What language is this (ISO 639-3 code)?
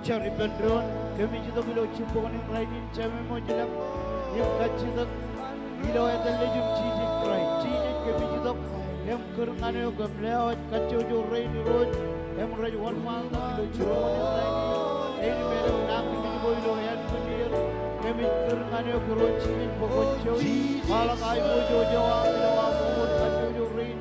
mah